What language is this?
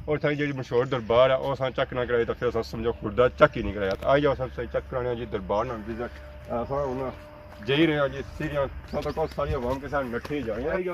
Pahari-Potwari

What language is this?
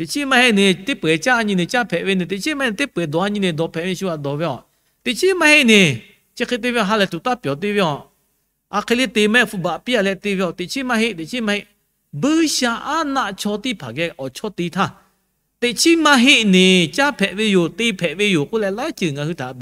Lahu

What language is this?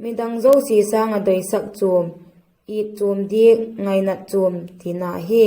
Vaiphei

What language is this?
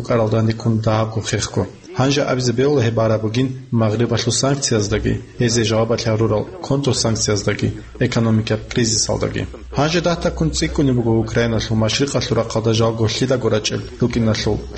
Avaric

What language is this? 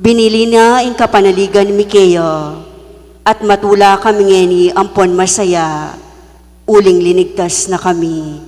Pampanga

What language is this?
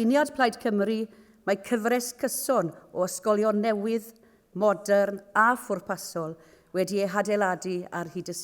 Welsh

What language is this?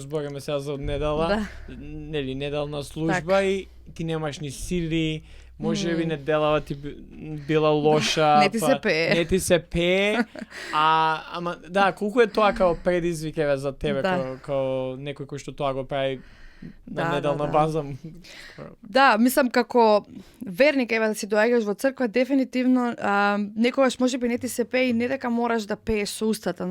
Macedonian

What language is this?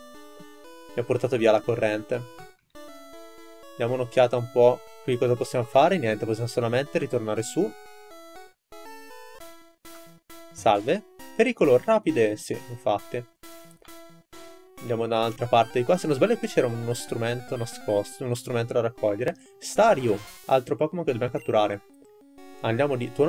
Italian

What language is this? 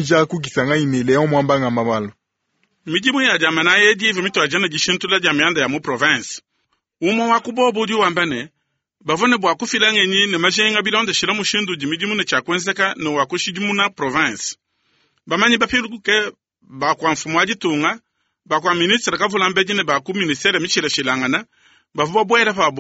Luba-Lulua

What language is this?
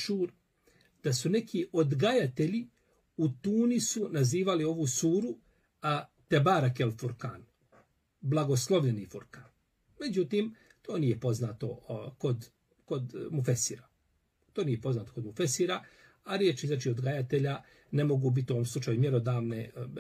Bosnian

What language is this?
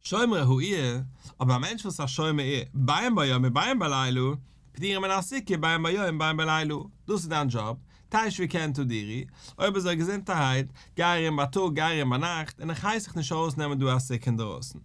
Yiddish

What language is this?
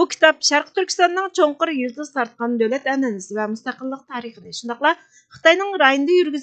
Uyghur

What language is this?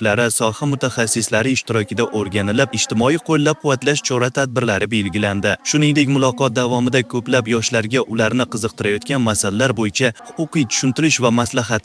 Uzbek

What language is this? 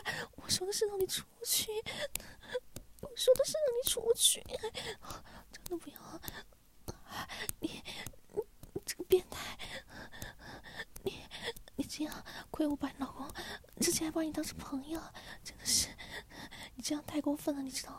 Chinese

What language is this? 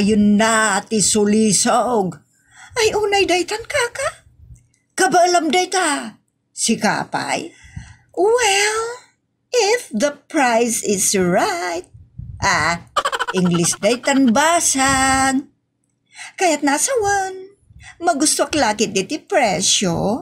Iloko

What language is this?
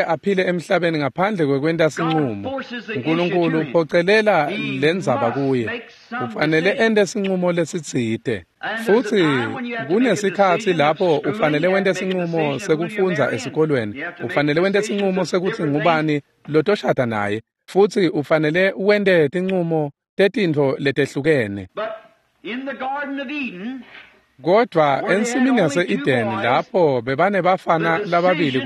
Swati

